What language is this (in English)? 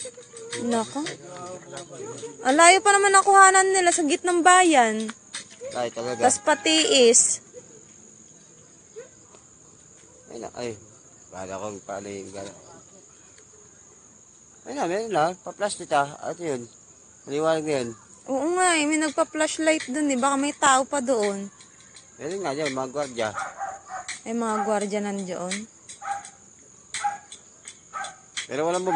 Filipino